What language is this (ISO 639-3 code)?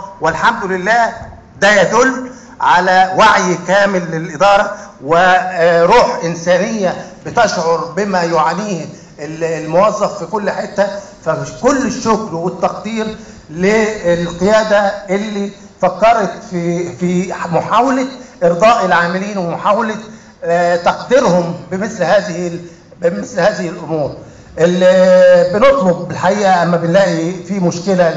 arz